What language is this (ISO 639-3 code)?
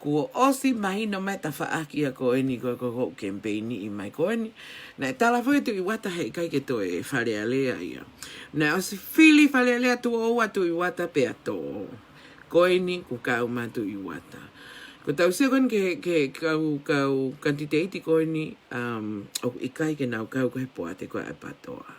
ton